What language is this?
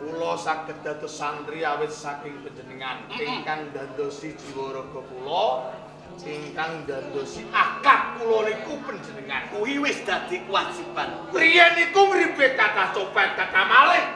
Javanese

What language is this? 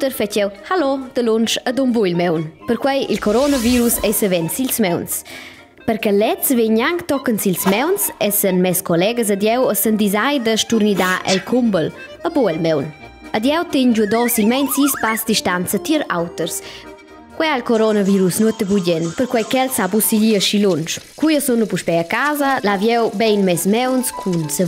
Romansh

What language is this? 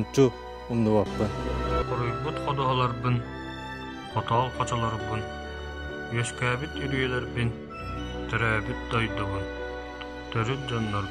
Yakut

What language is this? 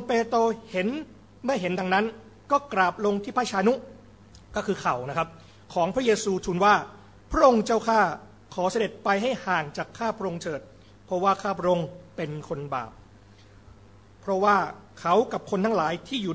Thai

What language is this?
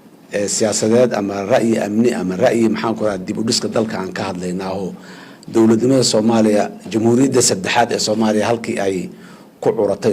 Somali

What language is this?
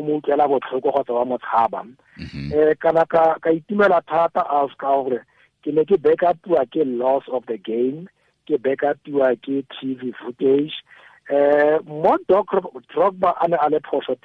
Tswana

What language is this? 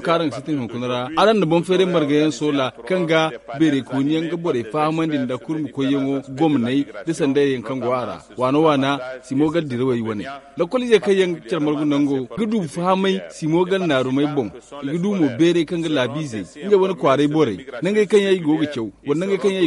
Zarma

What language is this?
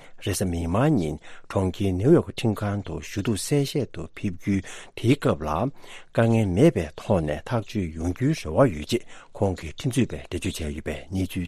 Tibetan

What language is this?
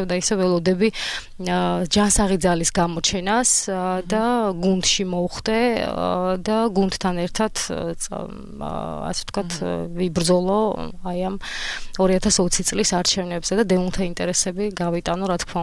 Georgian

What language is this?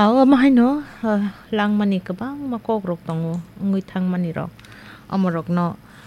Kok Borok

